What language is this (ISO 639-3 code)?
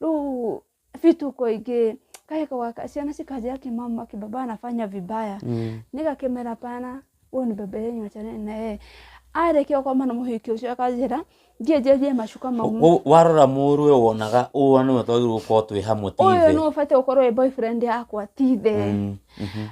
kik